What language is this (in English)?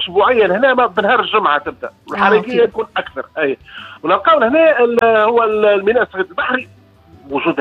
Tunisian Arabic